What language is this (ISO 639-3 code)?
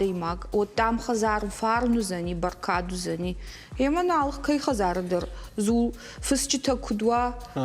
oss